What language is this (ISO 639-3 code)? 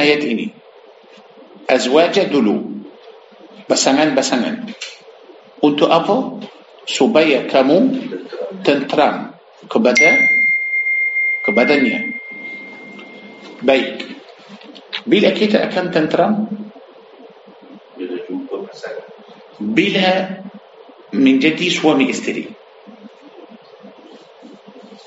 msa